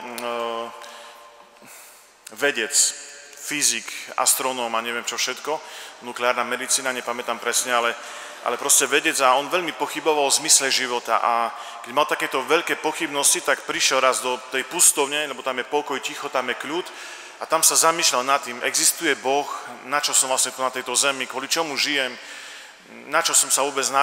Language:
Slovak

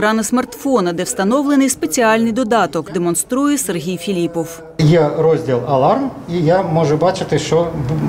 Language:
Ukrainian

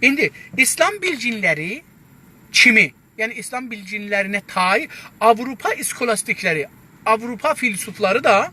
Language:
South Azerbaijani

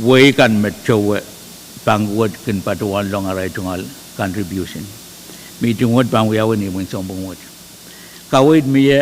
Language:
Pohnpeian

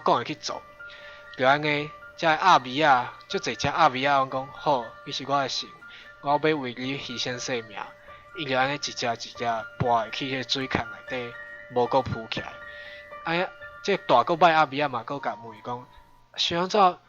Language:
Min Nan Chinese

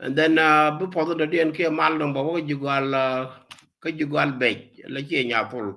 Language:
Nuer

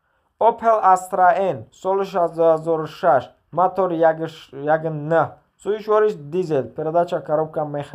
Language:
Tajik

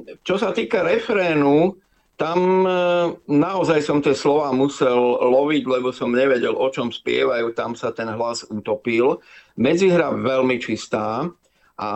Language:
Slovak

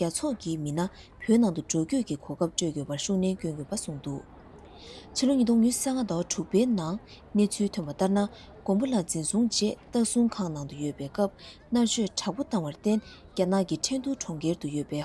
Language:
Tibetan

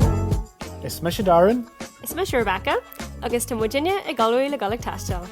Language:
Irish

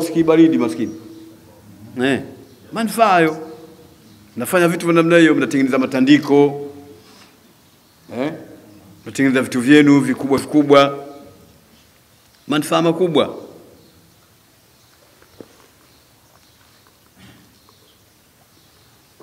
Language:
Swahili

